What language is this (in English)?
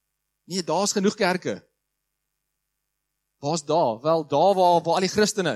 Afrikaans